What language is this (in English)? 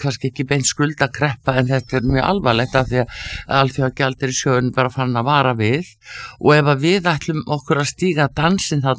Icelandic